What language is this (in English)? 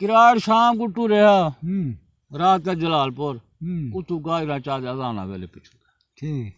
Saraiki